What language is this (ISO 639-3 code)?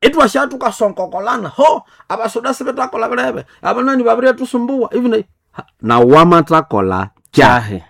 nnb